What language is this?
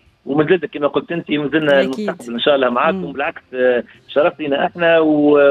Tunisian Arabic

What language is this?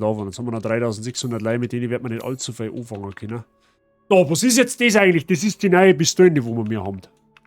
Bavarian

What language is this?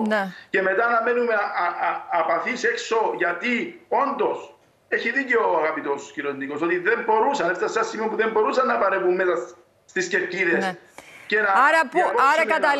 Greek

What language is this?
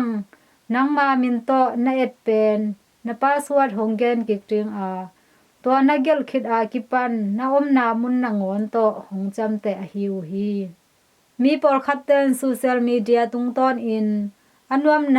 Tedim Chin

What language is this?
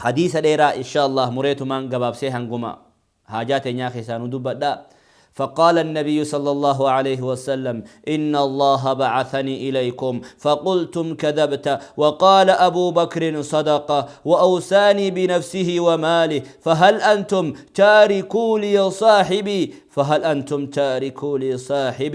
Oromo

